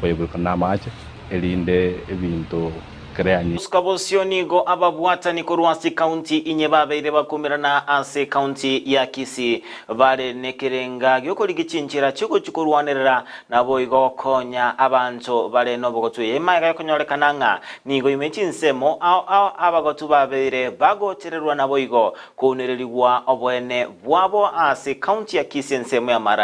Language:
Gusii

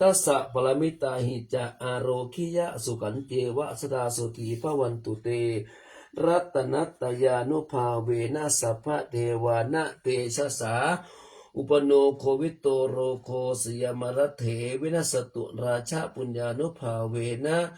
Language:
Pali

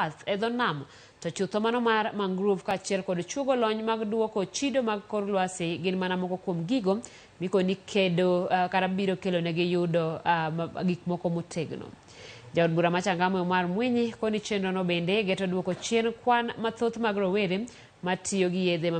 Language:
Luo (Kenya and Tanzania)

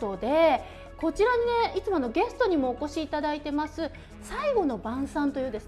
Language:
Japanese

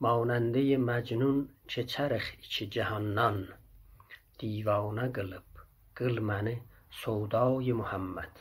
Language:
South Azerbaijani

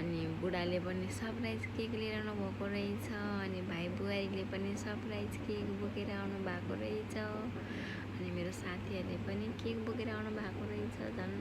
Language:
Nepali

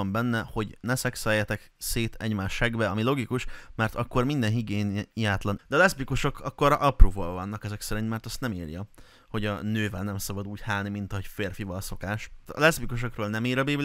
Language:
Hungarian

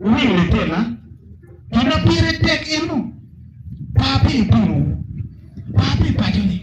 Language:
Acoli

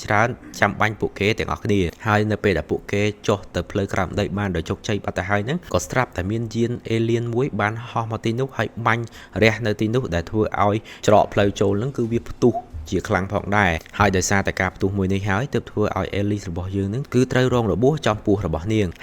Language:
Khmer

